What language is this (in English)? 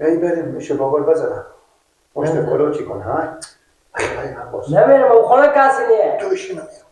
Persian